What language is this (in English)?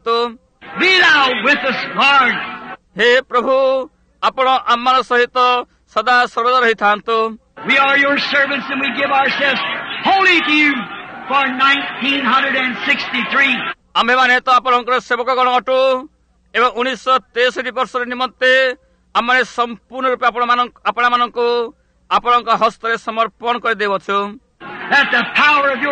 Odia